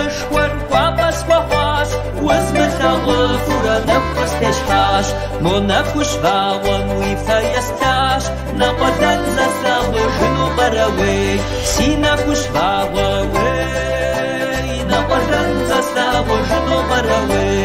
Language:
Kabardian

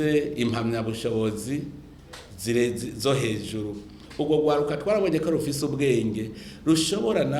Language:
Rundi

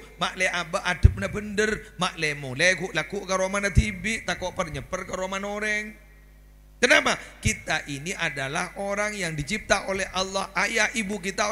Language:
Madurese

